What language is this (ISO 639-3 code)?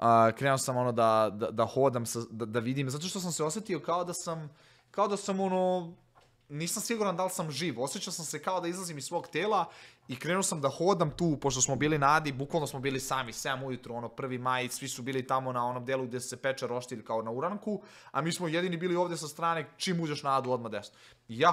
srp